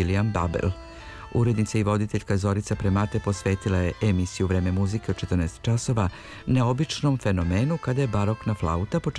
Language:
Serbian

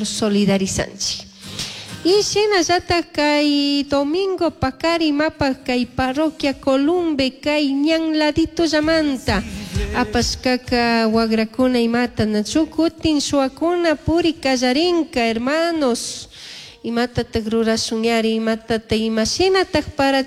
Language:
Chimborazo Highland Quichua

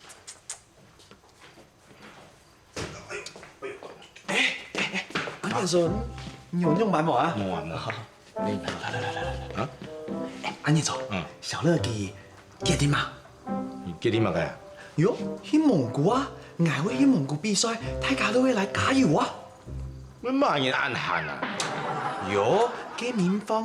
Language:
Hakka Chinese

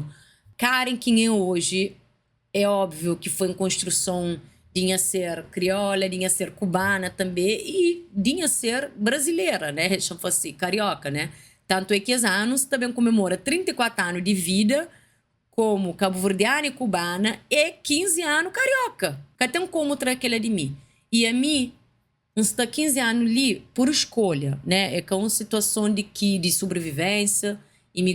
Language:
Kabuverdianu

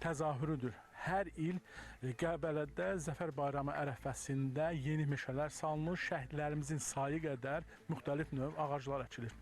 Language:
Azerbaijani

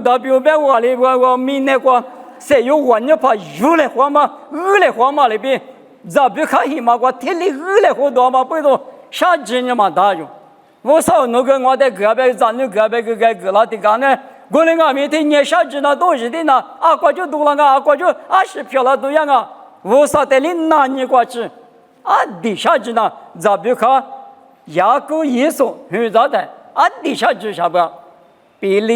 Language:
Lisu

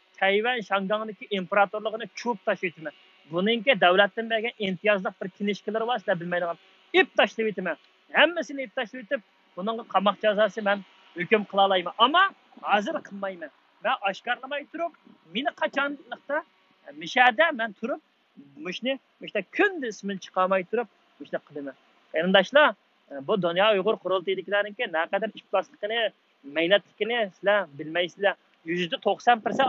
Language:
Uyghur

